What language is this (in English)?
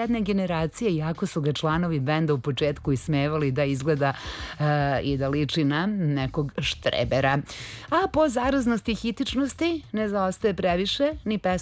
Serbian